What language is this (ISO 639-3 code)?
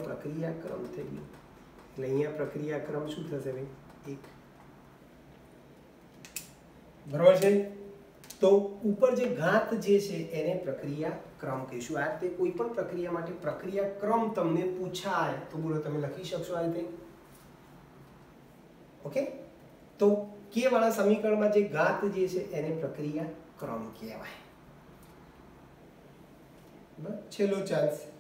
guj